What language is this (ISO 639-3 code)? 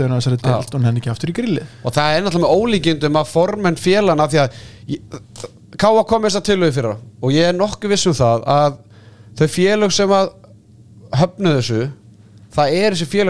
isl